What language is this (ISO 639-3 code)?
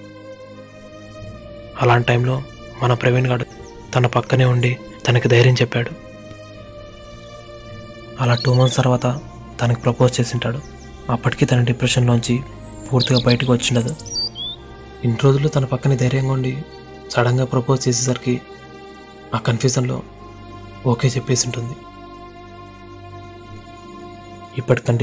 tel